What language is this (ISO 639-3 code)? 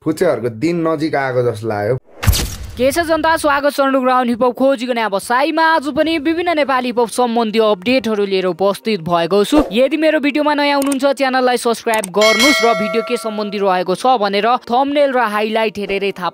nep